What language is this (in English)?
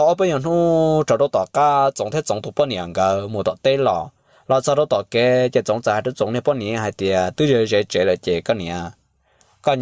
Hmong